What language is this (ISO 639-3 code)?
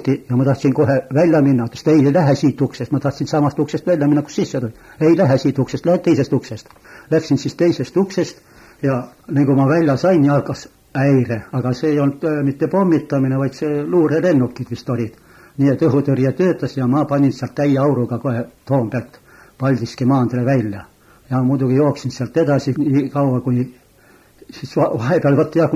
est